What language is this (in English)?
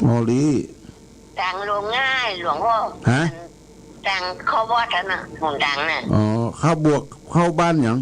Pali